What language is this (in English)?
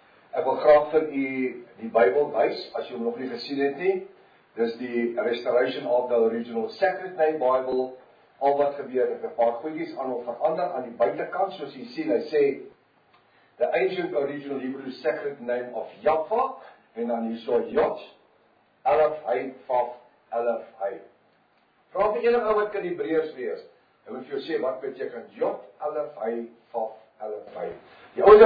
Afrikaans